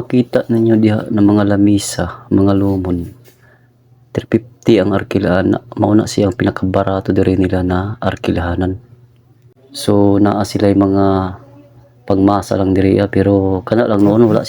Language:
Cebuano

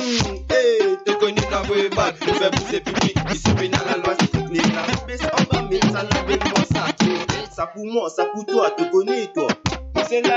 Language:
Morisyen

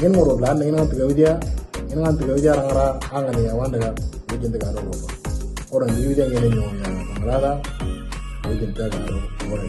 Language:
Moro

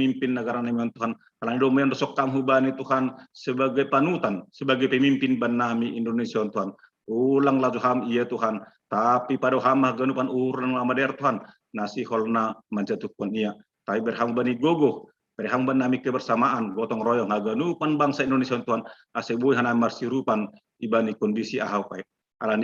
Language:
Batak Simalungun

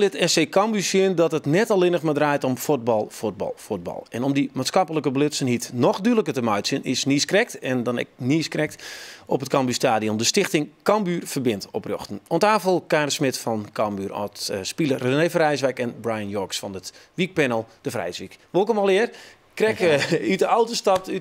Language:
Western Frisian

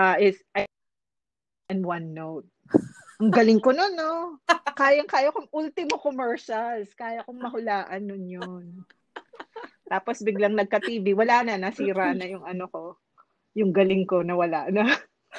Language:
Filipino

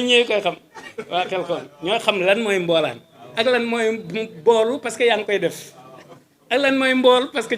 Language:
Wolof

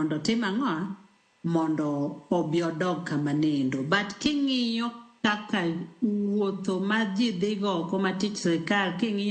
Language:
Luo (Kenya and Tanzania)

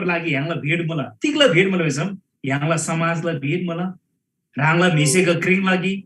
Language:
Eastern Tamang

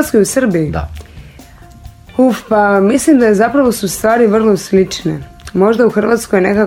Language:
Croatian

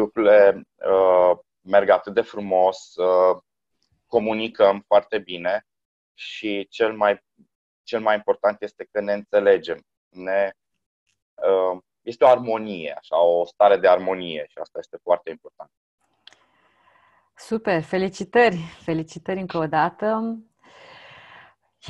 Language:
Romanian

